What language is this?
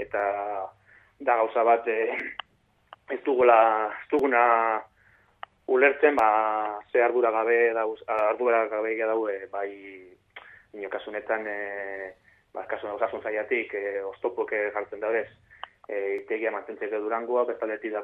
Basque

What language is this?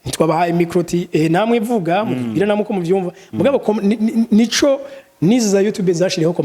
Rundi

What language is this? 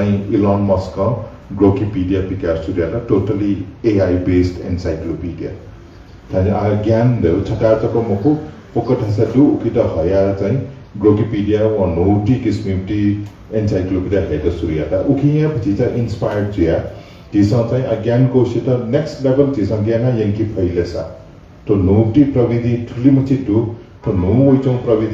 Newari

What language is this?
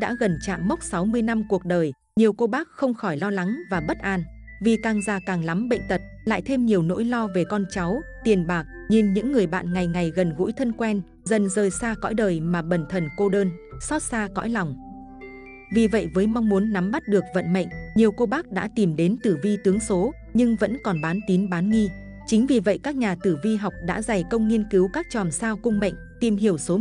Vietnamese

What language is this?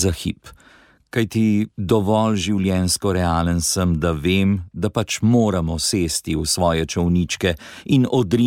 Slovenian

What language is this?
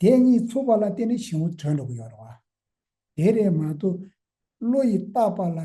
Tibetan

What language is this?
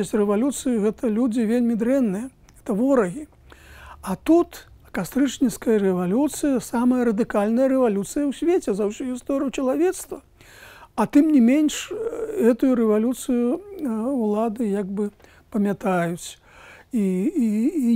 Belarusian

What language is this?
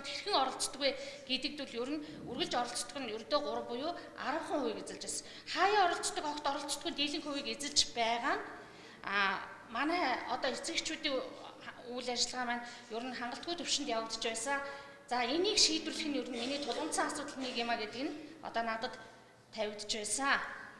Mongolian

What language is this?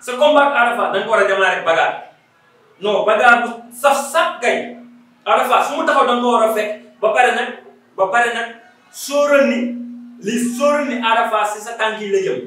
Wolof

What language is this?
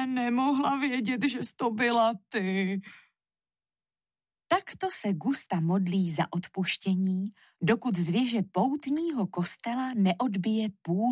Czech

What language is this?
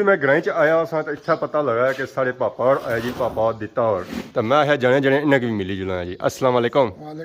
Pahari-Potwari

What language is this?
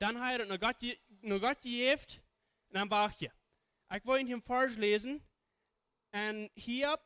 Plautdietsch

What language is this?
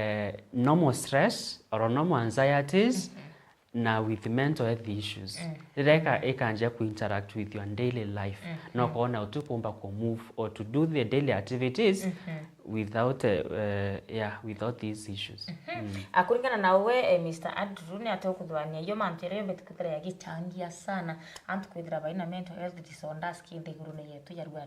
Meru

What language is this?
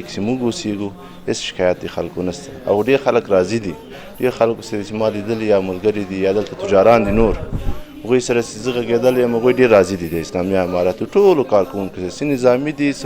Pashto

